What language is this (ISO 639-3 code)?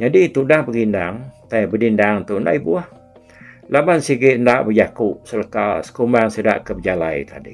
iba